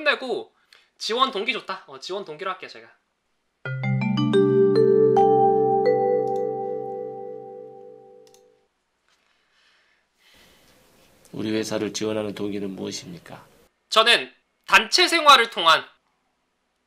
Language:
Korean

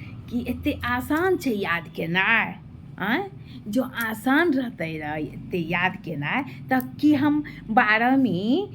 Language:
Maithili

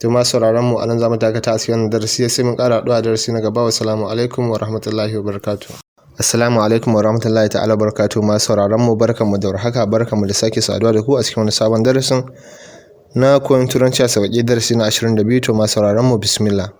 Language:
Hausa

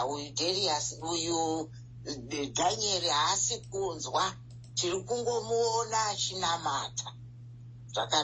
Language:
Shona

